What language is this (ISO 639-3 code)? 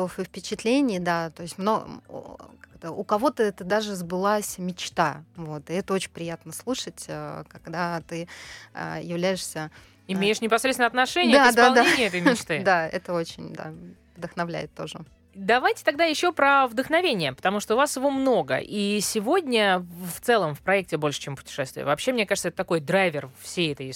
rus